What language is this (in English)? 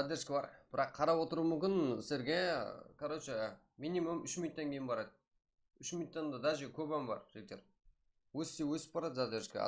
Kara-Kalpak